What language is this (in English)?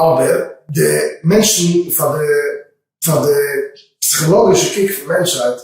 Yiddish